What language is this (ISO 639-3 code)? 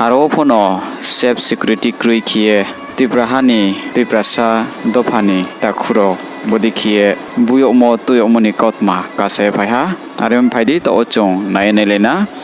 ria